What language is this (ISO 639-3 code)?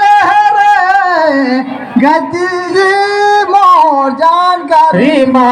sgj